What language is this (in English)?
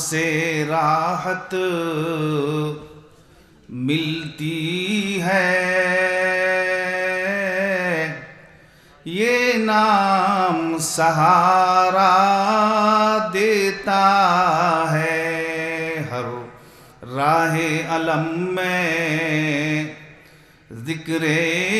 Urdu